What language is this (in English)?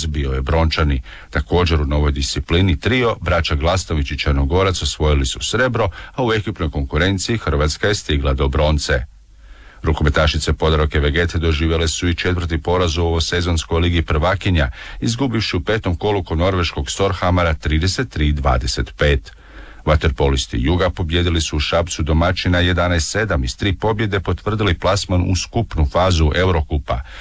Croatian